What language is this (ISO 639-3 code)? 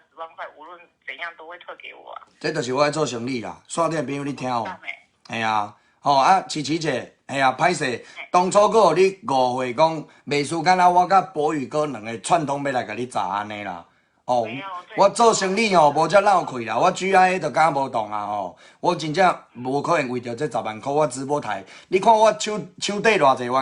nan